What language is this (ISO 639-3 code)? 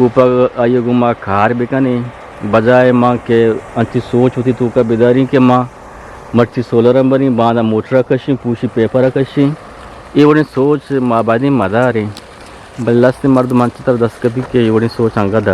bgp